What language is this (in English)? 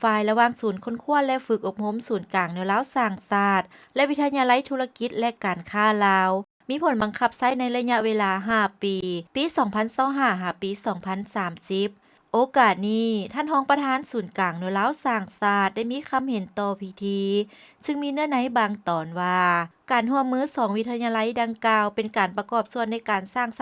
Lao